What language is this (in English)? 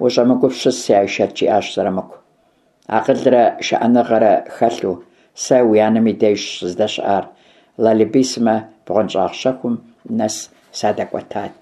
Kabardian